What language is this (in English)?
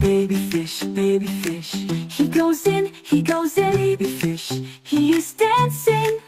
Tswana